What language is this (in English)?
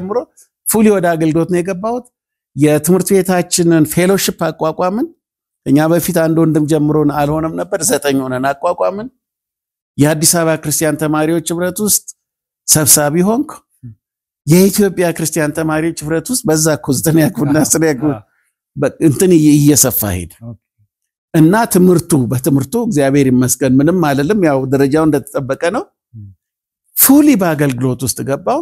Amharic